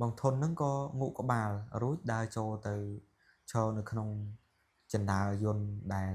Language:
Khmer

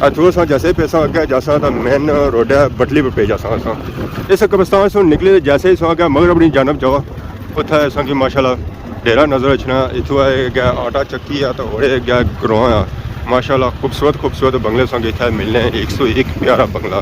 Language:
Pahari-Potwari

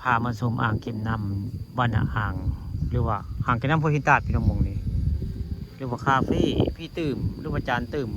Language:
Northeastern Thai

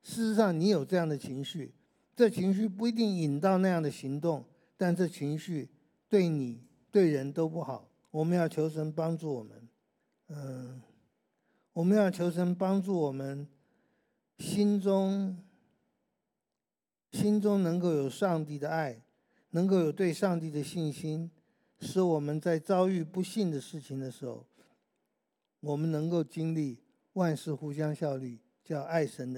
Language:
Chinese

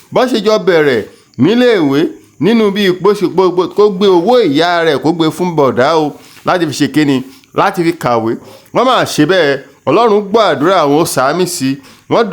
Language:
Yoruba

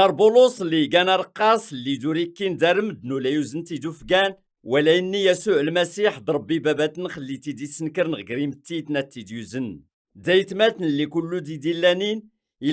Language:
Kabyle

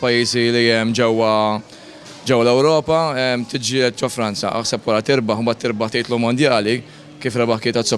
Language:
Maltese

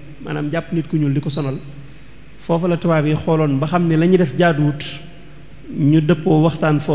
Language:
Wolof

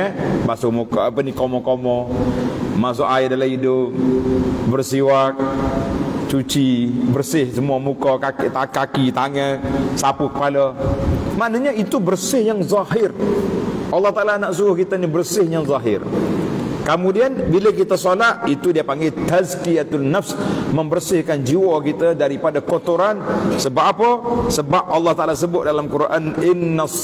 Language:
Malay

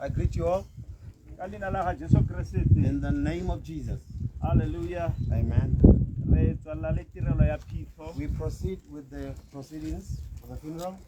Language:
Tswana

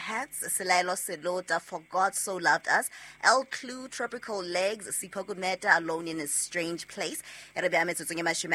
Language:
Southern Sotho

